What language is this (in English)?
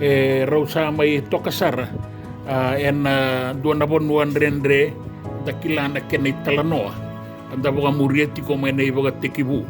Fijian